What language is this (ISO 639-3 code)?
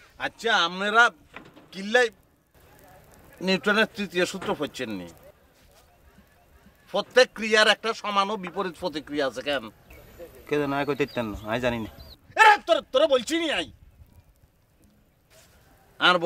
ben